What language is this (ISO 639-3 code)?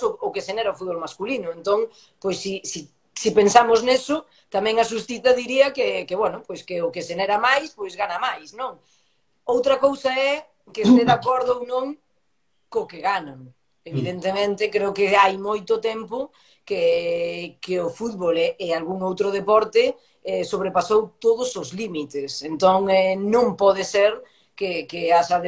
glg